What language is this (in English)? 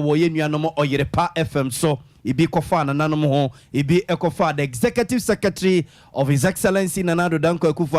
Akan